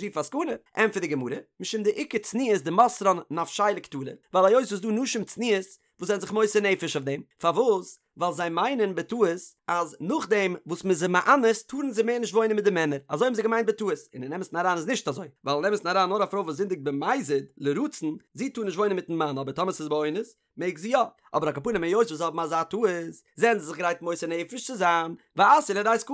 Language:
Yiddish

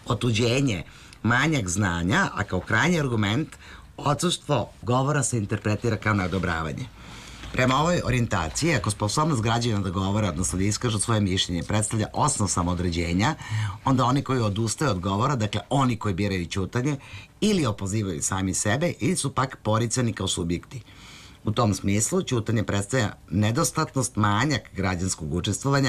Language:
Serbian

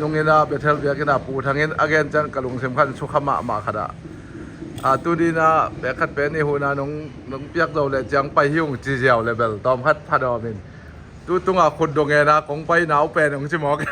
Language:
Tedim Chin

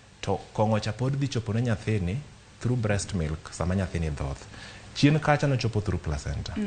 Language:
Luo (Kenya and Tanzania)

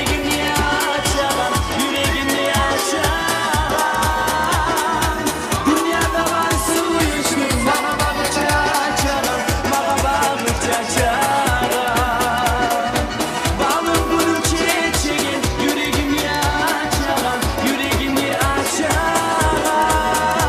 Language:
Kumyk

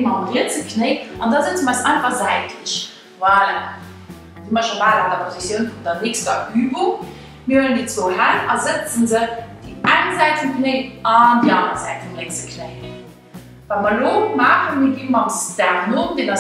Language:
Luxembourgish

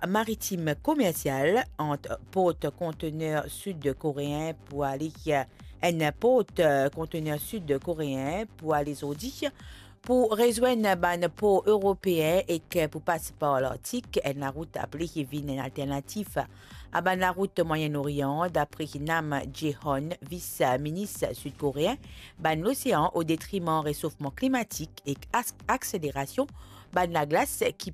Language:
Morisyen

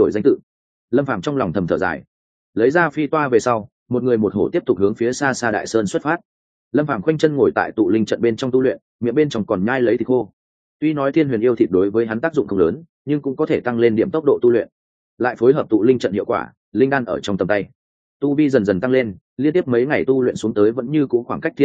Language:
Vietnamese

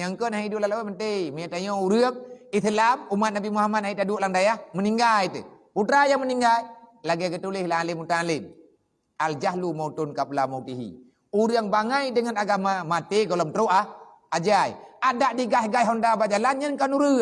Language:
Achinese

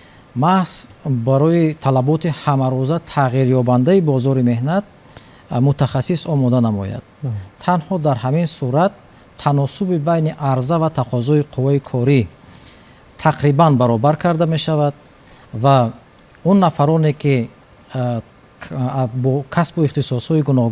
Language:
Tajik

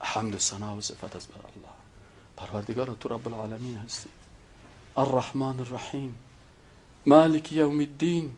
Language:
Persian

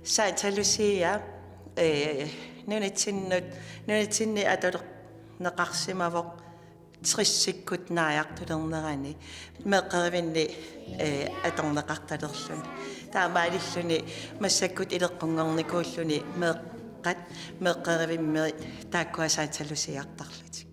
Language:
Kalaallisut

